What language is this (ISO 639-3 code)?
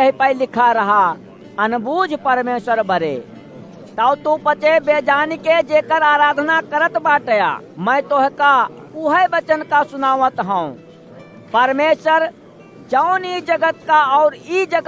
awa